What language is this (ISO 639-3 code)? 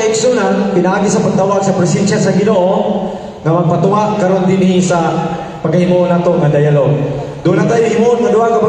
ceb